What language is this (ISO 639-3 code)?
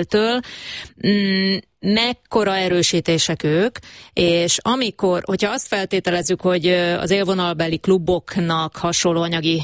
hun